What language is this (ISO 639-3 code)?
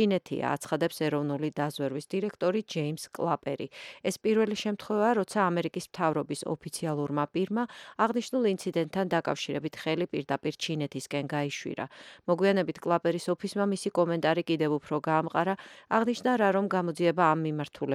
kat